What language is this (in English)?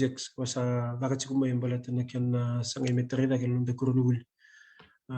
Fijian